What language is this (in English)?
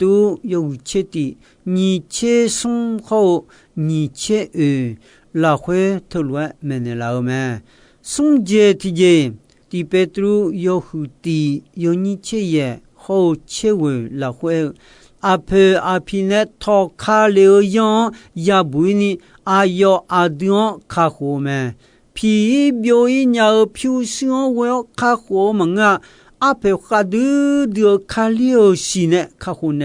Akha